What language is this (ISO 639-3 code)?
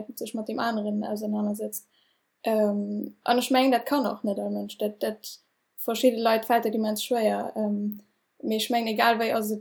ltz